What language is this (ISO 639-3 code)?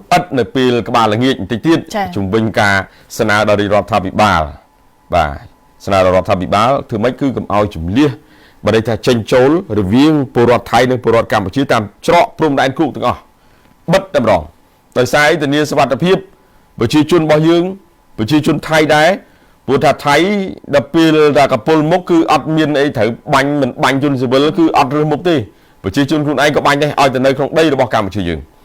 khm